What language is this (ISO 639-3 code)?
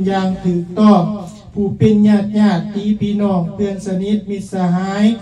lao